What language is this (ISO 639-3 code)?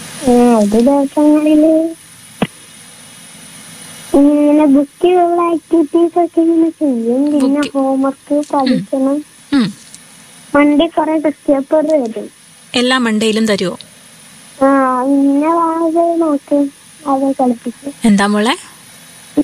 mal